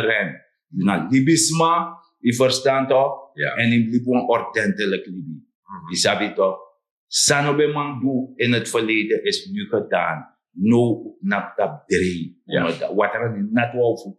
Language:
Sranan Tongo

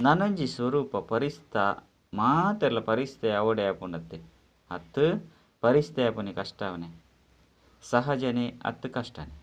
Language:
Tulu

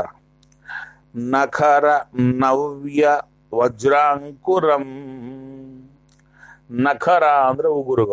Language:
Kannada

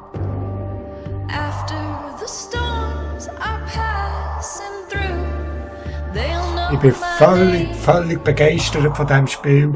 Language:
Swiss German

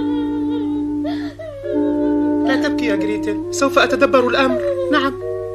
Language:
Arabic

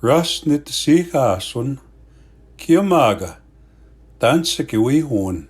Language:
Plains Cree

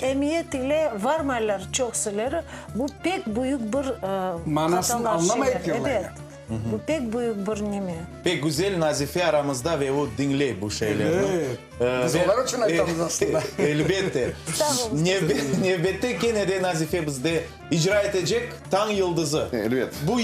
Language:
Crimean Tatar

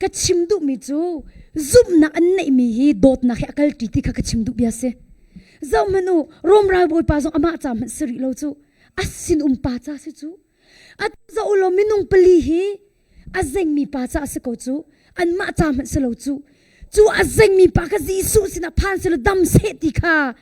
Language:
Hakha Chin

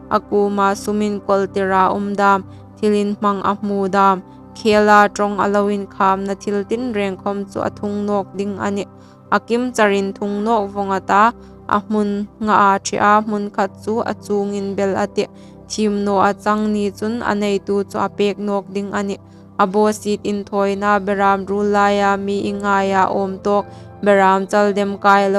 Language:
Hmar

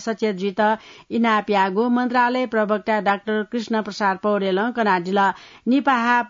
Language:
Newari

